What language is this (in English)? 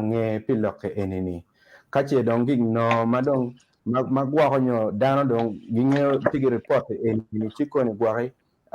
Acoli